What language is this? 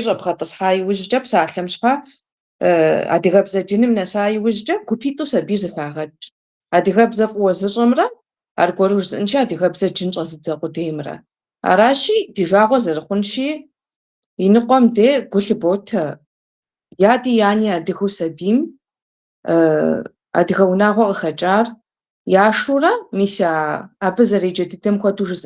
Kabardian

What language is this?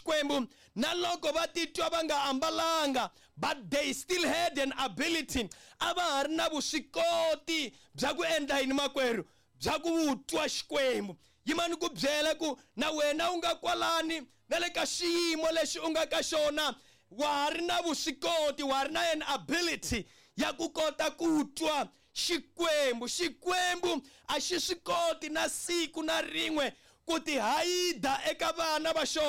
Tsonga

